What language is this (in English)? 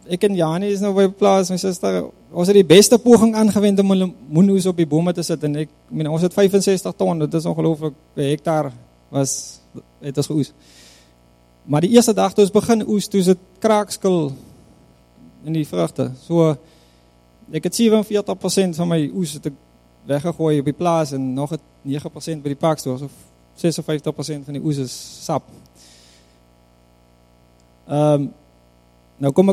Afrikaans